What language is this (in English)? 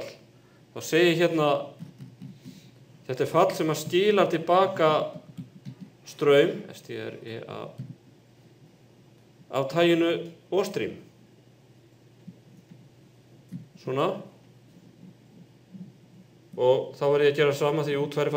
Icelandic